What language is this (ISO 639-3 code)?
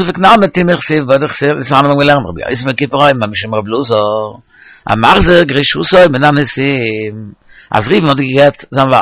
yid